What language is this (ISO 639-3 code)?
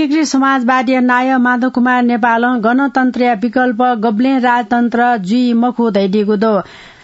new